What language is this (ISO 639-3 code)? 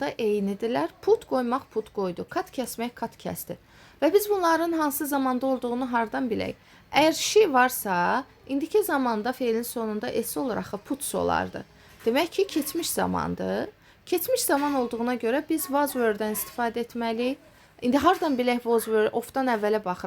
aze